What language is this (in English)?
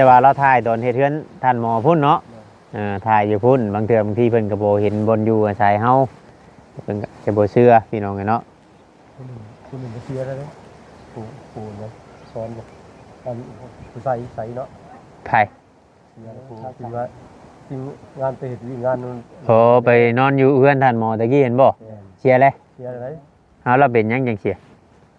Northeastern Thai